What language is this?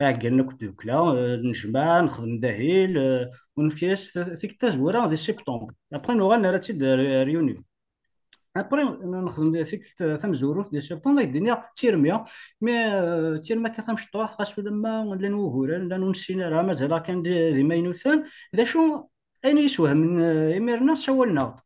Kabyle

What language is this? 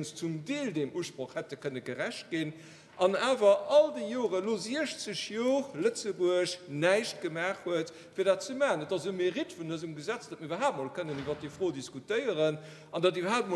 Luxembourgish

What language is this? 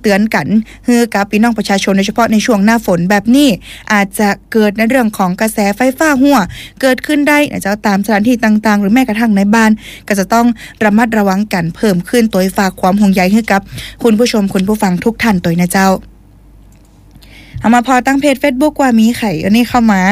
Thai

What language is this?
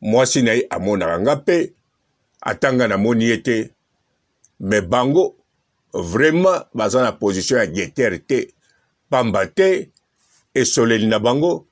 Lingala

